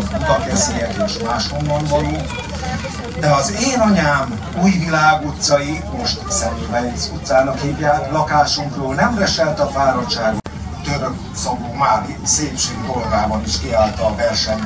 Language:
Hungarian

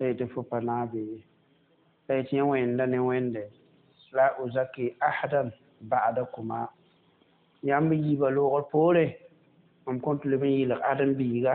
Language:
Mossi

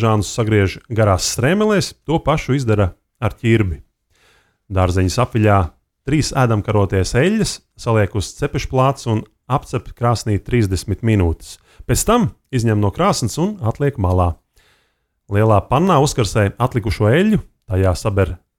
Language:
Latvian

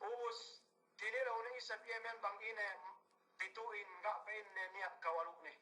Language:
Yakan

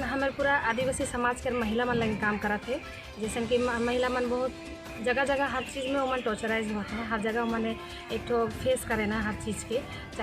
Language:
Sadri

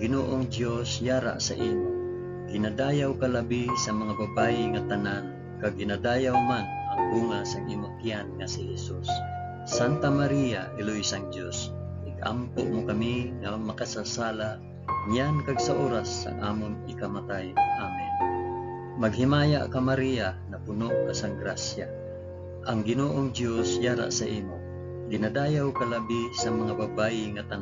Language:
Hiligaynon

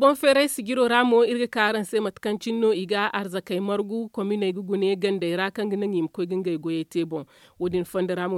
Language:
Zarma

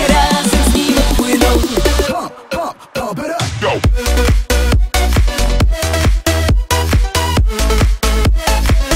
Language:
Polish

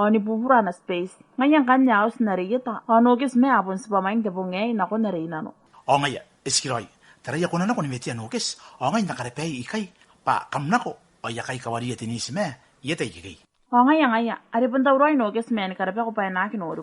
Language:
Gilbertese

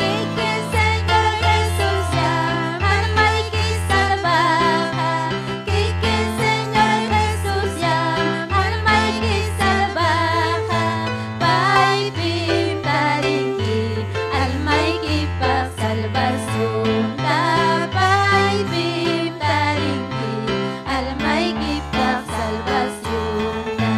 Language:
Ayacucho Quechua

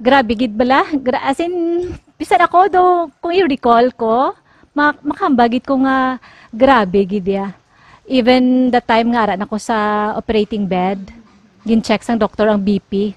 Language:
Hiligaynon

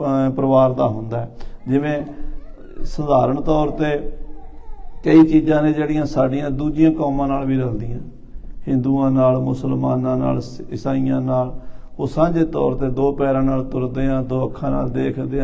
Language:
Punjabi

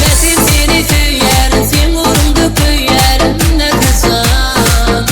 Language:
Turkmen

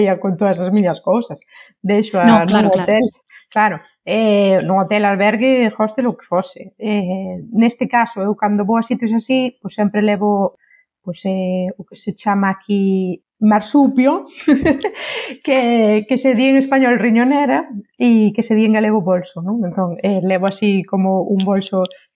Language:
Galician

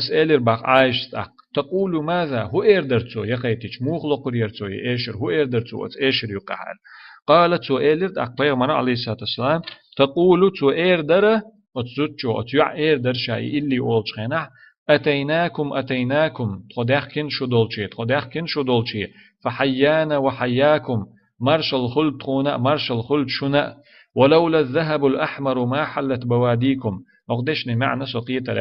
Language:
Chechen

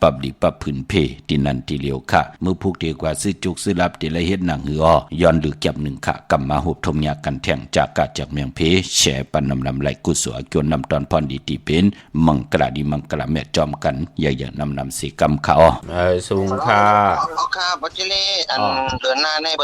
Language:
Shan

